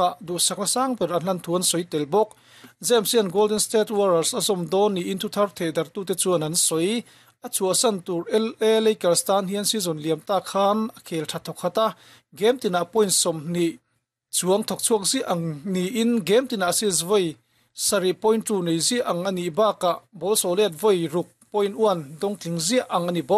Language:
Mizo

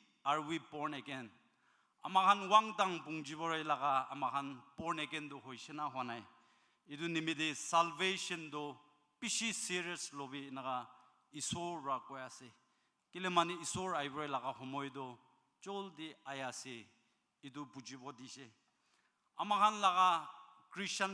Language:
Naga Pidgin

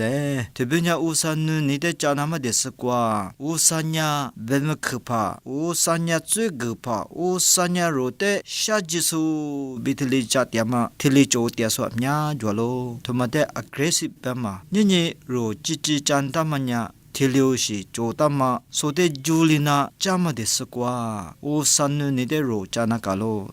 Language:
Lisu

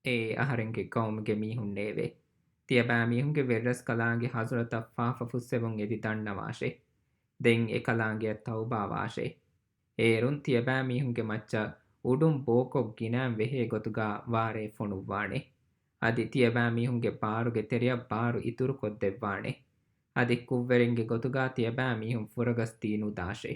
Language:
Divehi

